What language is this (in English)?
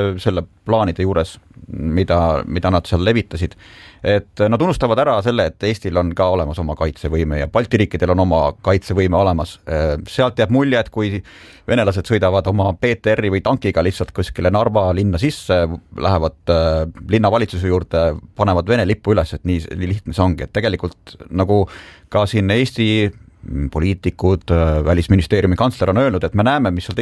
Estonian